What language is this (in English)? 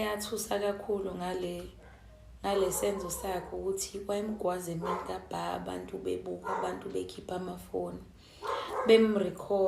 Zulu